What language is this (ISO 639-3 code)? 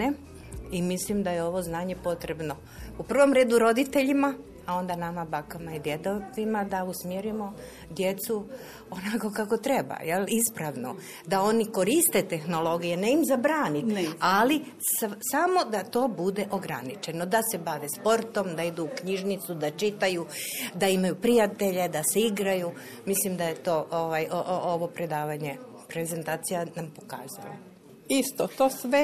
hrv